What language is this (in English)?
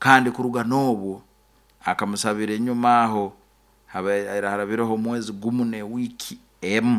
Nyoro